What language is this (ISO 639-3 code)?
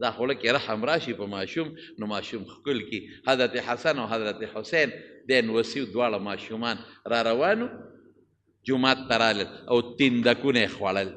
pus